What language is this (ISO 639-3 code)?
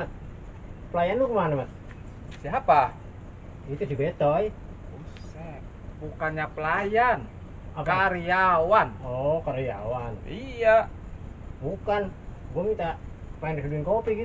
bew